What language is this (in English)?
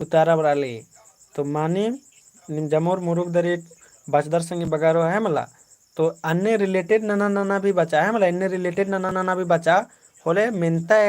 Kurukh